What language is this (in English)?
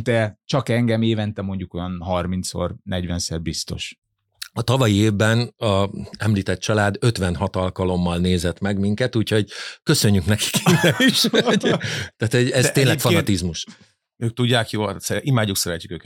Hungarian